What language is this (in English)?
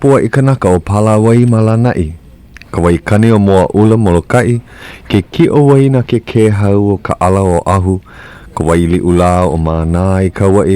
Hawaiian